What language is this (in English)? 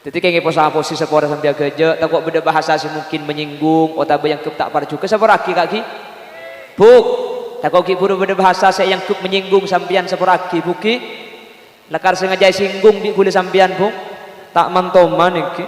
Madurese